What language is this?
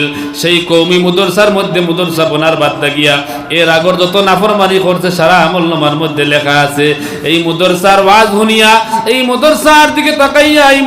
Sylheti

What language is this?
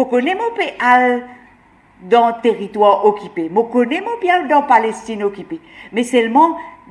Morisyen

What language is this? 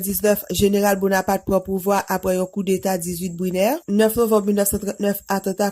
Haitian Creole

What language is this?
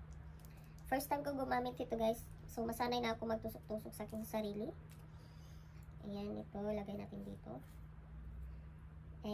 Filipino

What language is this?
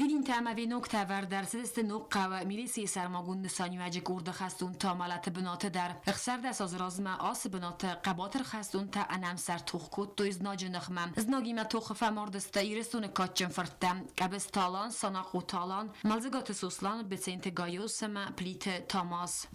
Ossetic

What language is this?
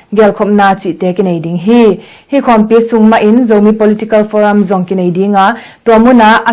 Tedim Chin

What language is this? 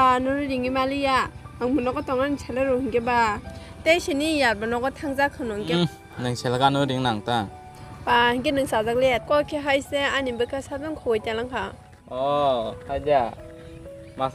Kok Borok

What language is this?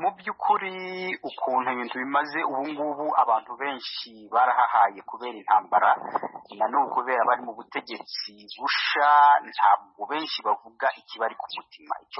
Kinyarwanda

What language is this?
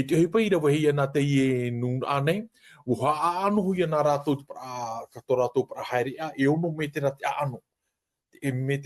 Tahitian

